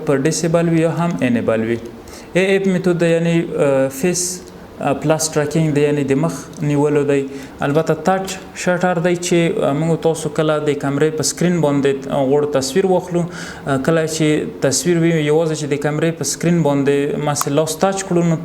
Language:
Pashto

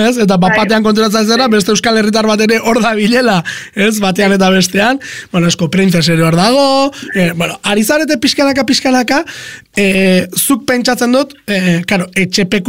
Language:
Basque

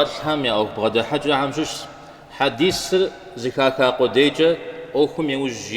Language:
Kabardian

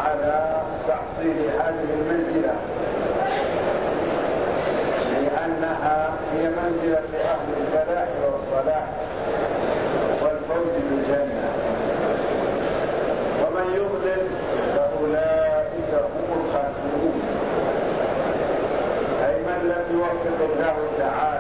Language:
Arabic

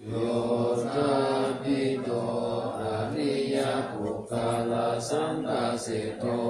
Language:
Pali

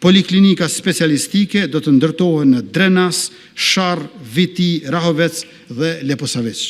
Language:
Albanian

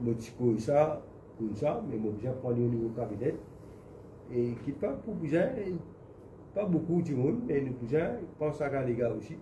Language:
Morisyen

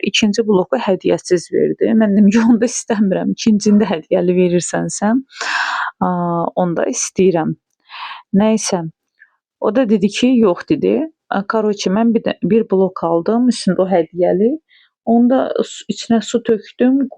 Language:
Azerbaijani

